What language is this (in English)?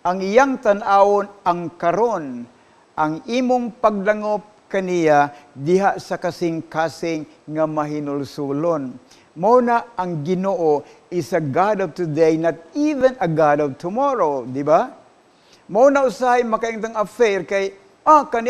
Cebuano